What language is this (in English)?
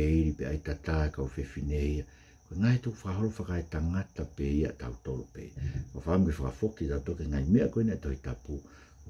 Tongan